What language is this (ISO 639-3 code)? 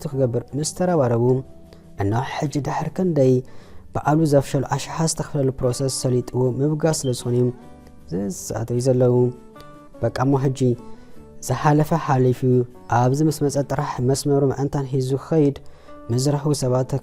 tir